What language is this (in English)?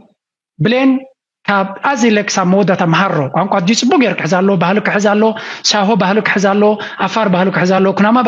Tigrinya